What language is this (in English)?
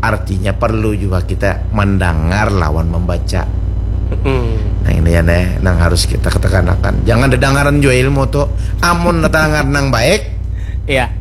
Banjar